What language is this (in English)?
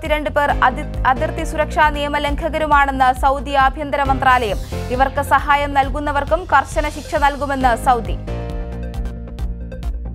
Malayalam